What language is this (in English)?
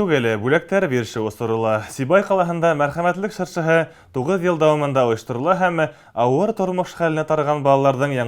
Bashkir